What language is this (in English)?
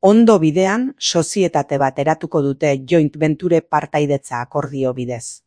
Basque